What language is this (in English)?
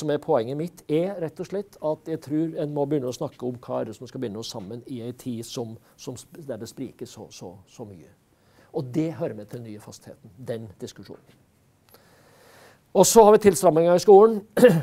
Norwegian